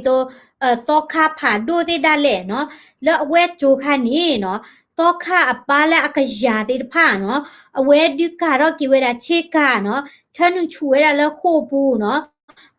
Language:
S'gaw Karen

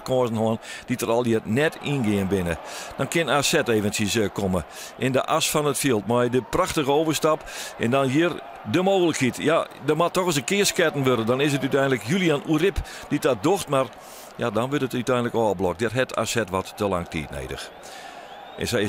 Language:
Western Frisian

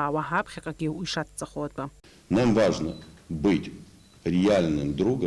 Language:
Abkhazian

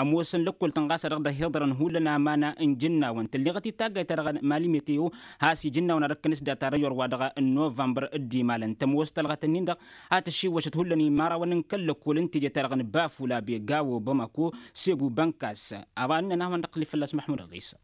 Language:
Tamasheq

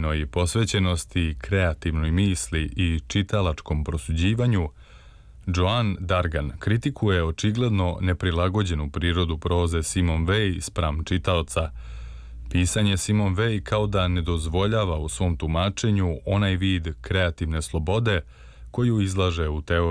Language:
Serbian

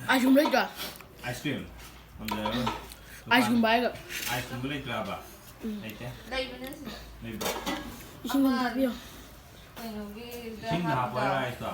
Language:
Manipuri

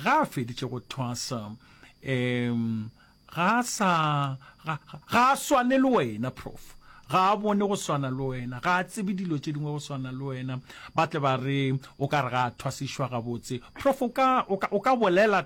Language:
Northern Sotho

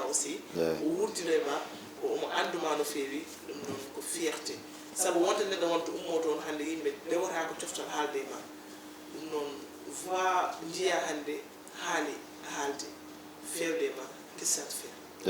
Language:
Fula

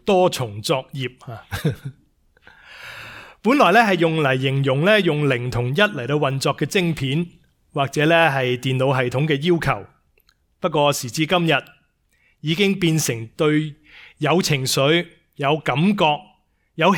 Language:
Cantonese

